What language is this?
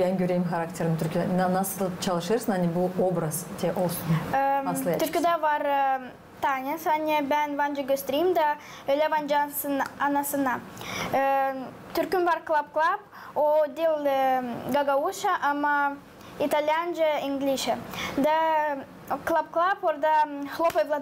Gagauz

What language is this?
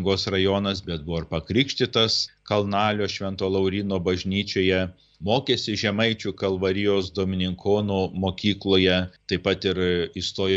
Lithuanian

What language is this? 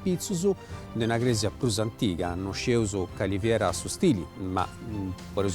Sardinian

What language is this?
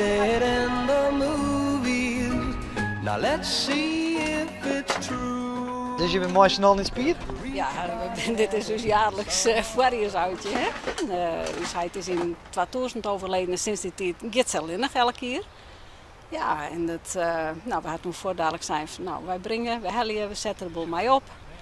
Western Frisian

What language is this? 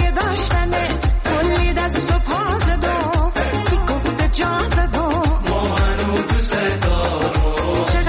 Persian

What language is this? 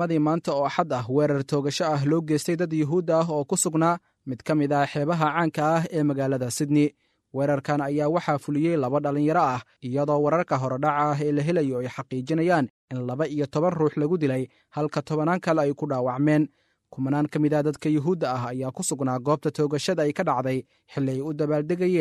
Somali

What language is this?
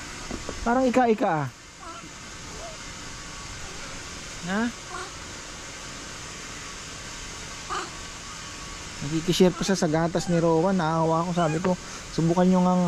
Filipino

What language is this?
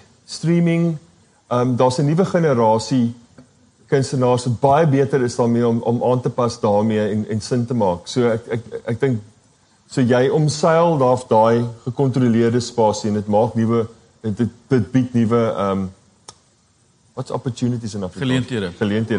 Afrikaans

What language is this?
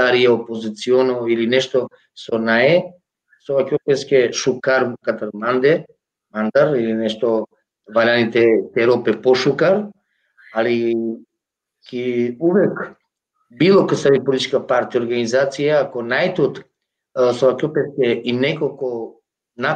Balkan Romani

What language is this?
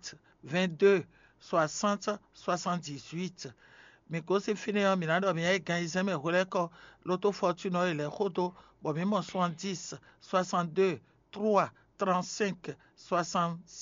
Fon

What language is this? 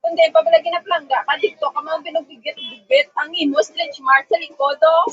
Hiligaynon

